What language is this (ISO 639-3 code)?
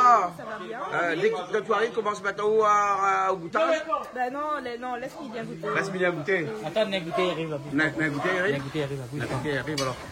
rcf